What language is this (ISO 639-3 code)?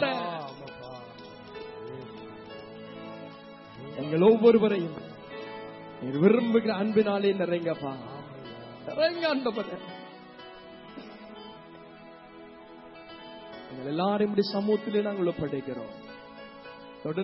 tam